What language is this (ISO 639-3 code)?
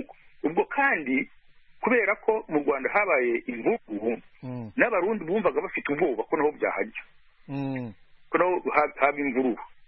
kin